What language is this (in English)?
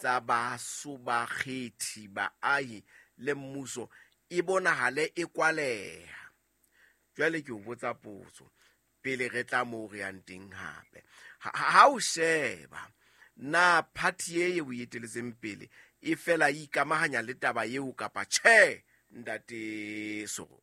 Southern Sotho